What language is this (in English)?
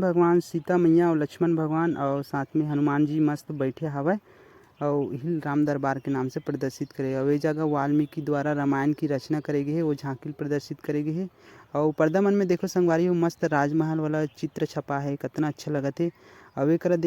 Chhattisgarhi